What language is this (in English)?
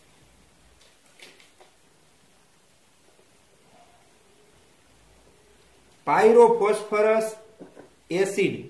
Gujarati